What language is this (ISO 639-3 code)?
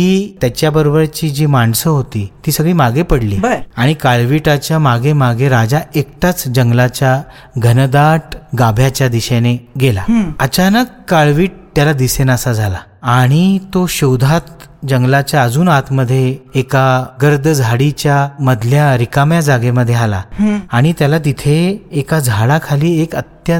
mar